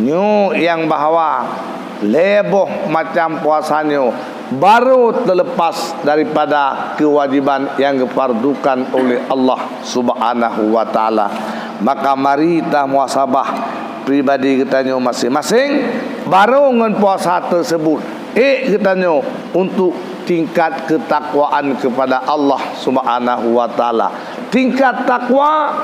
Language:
Achinese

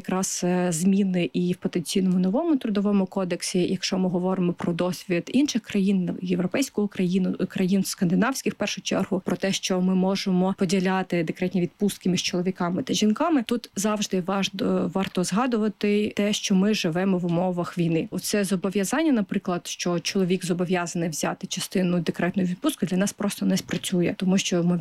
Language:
Ukrainian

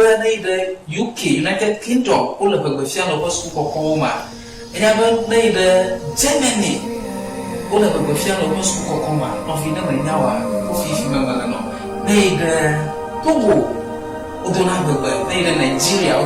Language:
Ewe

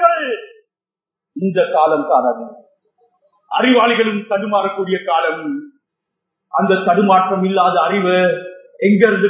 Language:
Tamil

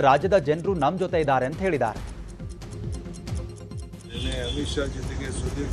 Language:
Kannada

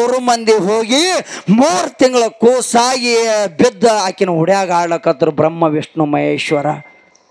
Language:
Kannada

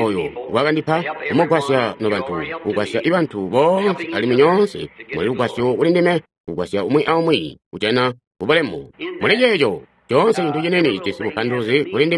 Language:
Tonga (Zambia)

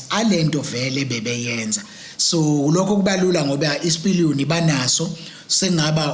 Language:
Zulu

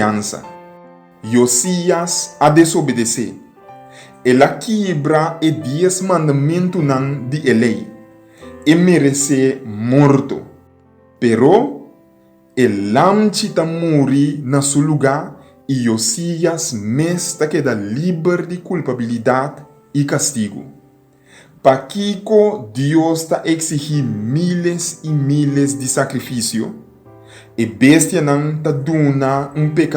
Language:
Papiamento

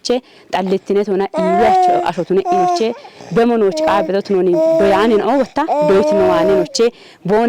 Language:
Kafa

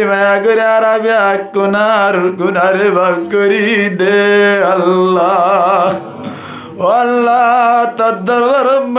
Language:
Rohingya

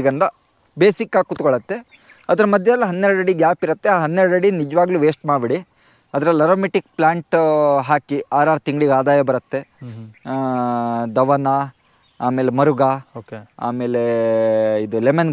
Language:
Kannada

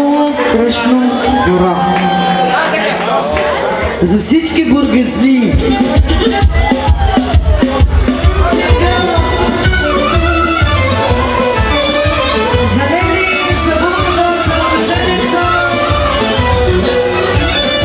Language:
Bulgarian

